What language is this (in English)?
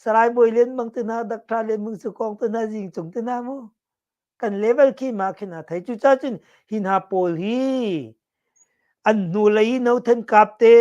Hakha Chin